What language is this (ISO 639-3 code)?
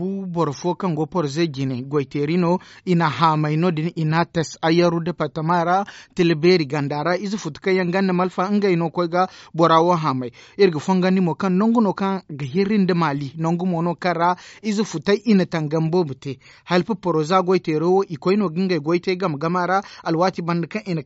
dje